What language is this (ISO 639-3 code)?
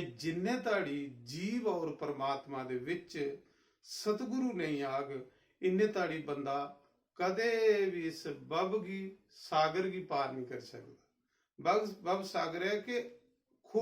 doi